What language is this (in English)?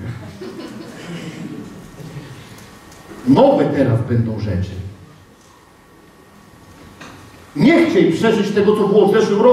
Polish